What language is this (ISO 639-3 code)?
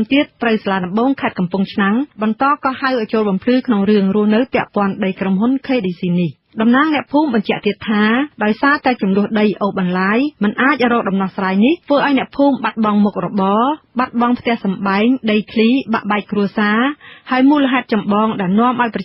khm